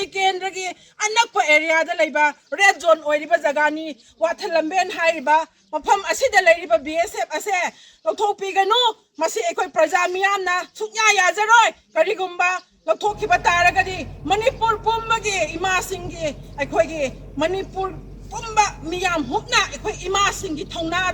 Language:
Manipuri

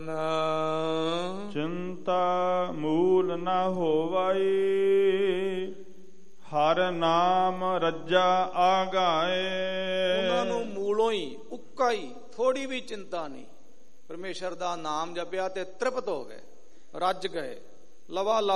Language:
Punjabi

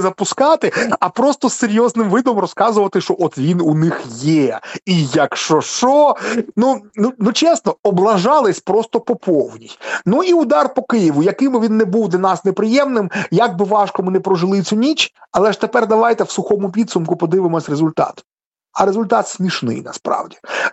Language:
Ukrainian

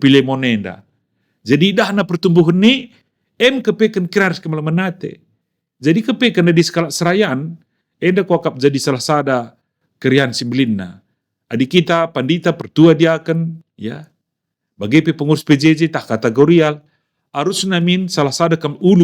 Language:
Batak Karo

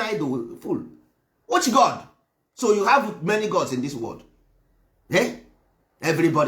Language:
Igbo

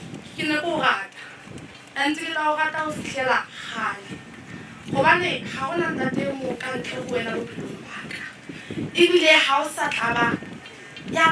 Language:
Southern Sotho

